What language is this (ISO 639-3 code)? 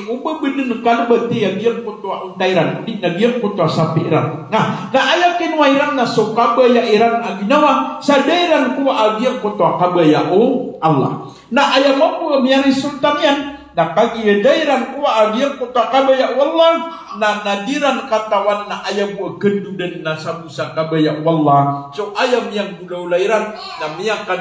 mrw